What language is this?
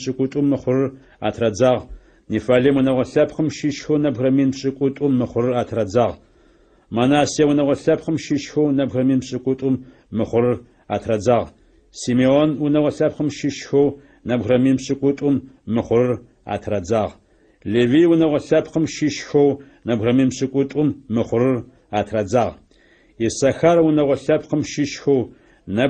Adyghe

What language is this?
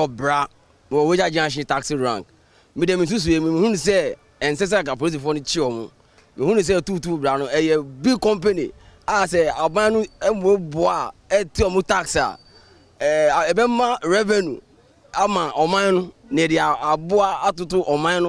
Akan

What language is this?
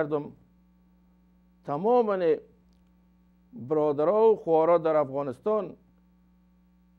Persian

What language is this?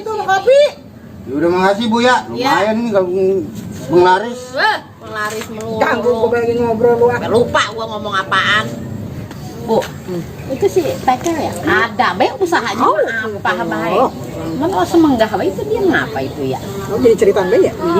Betawi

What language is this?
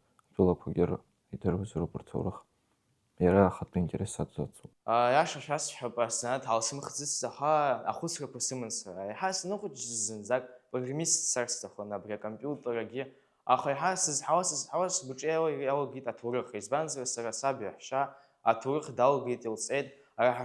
Abkhazian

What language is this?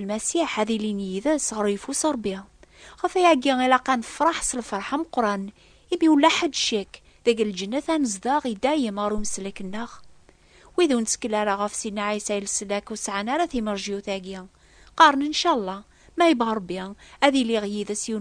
Kabyle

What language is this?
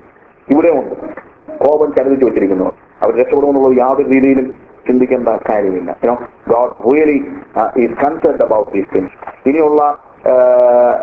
Malayalam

